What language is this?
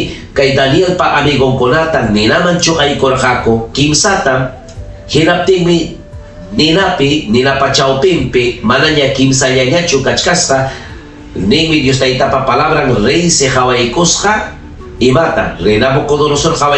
Ayacucho Quechua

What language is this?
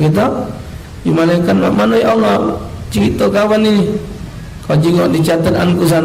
Musi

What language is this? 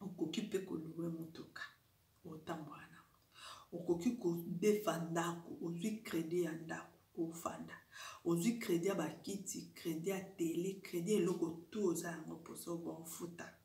Lingala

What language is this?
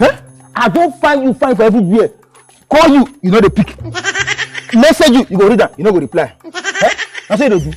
Nigerian Pidgin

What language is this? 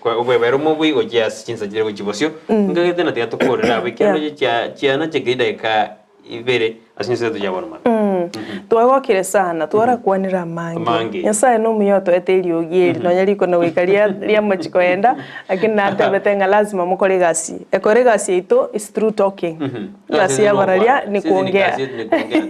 Gusii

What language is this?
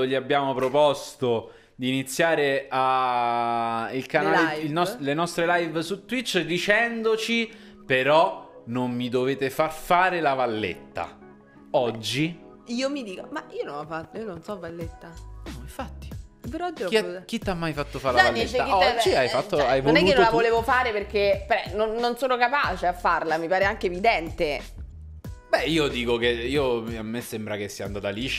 Italian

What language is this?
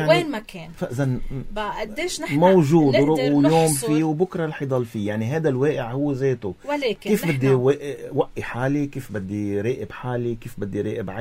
North Levantine Arabic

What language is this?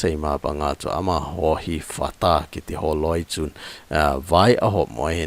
Thado Chin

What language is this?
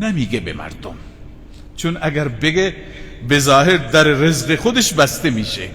Persian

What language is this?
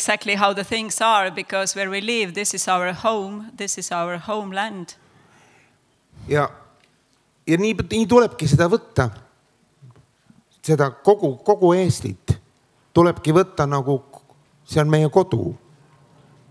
Estonian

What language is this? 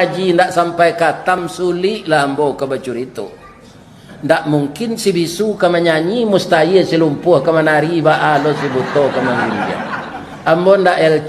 Minangkabau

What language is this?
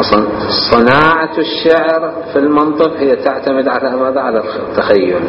Mesopotamian Arabic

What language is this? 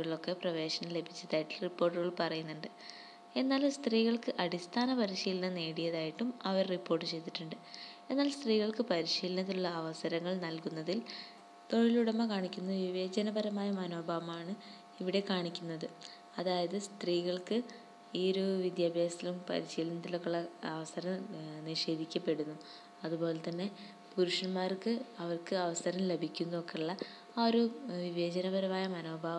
Malayalam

